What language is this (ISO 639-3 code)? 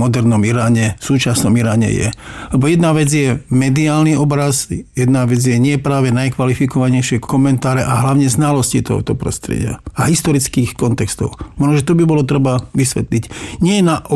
slk